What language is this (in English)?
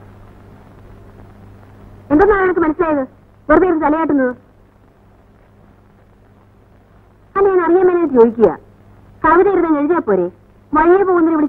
Malayalam